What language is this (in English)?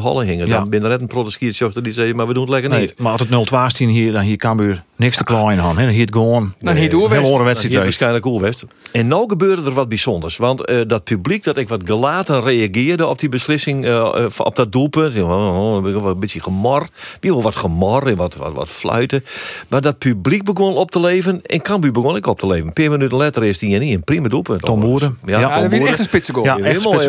Western Frisian